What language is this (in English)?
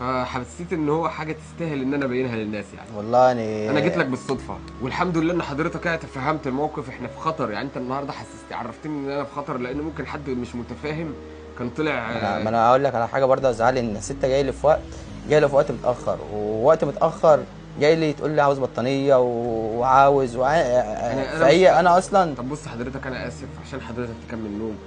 Egyptian Arabic